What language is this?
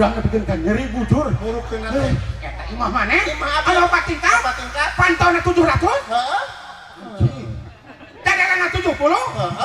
Sundanese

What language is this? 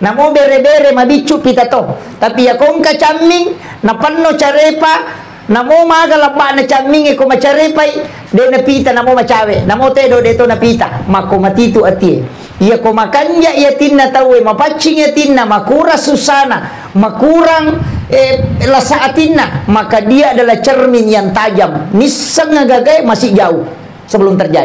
Buginese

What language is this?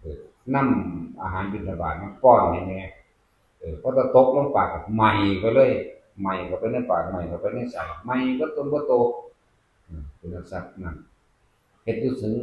Northeastern Thai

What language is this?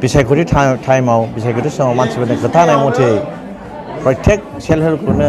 Bodo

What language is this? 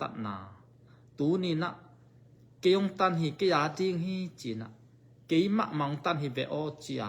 Tedim Chin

